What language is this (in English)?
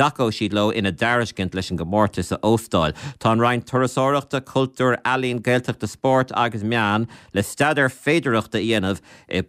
Irish